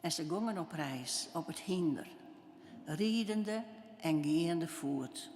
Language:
Western Frisian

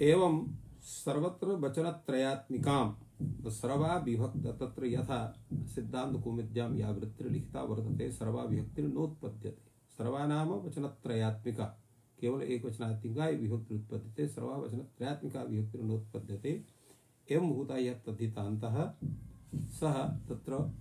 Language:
Sanskrit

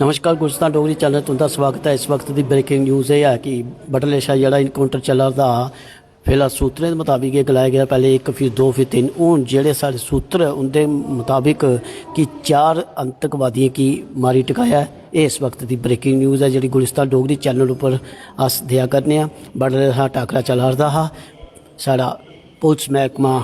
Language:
Dogri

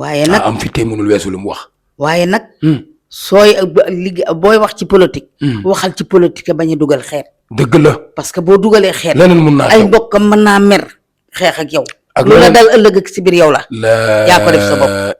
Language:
Wolof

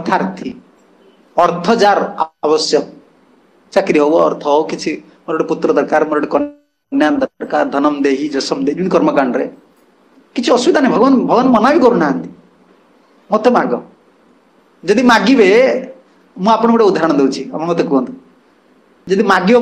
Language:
Odia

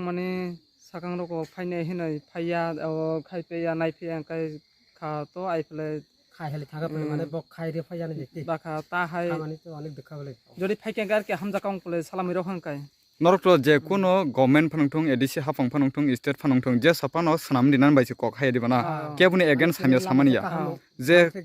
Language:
Riang (India)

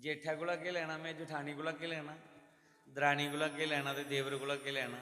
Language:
Dogri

